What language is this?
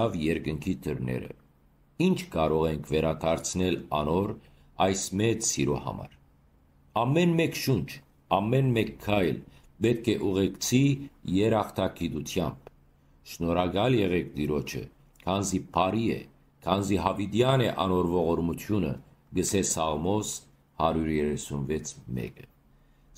Western Armenian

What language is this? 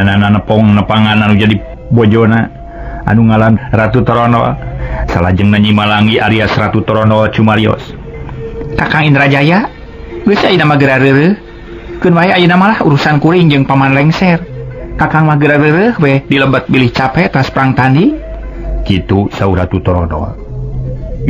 Sundanese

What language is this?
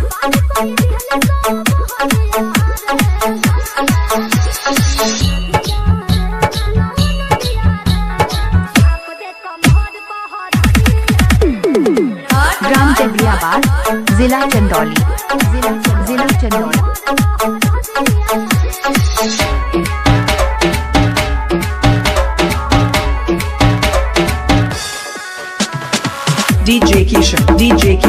Bhojpuri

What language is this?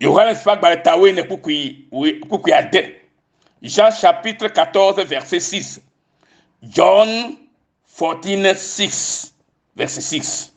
Ewe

